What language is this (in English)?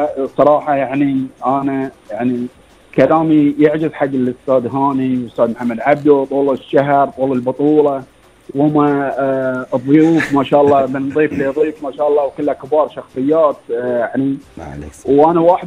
Gulf Arabic